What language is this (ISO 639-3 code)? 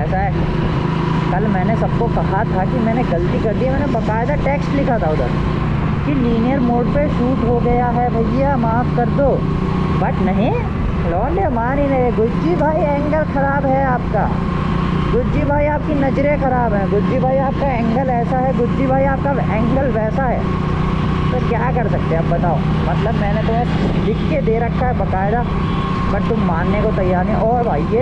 hin